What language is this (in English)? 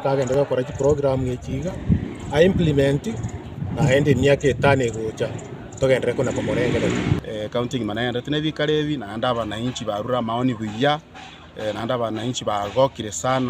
Gusii